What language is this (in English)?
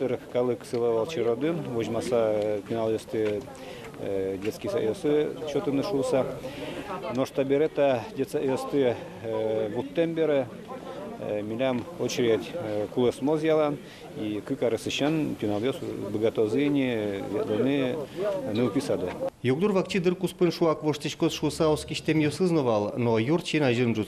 Udmurt